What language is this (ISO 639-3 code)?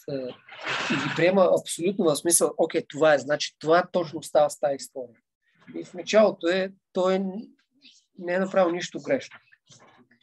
bul